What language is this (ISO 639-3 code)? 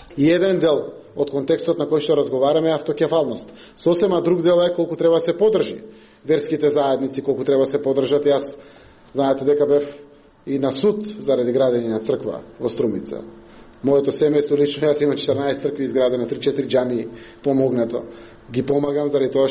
mkd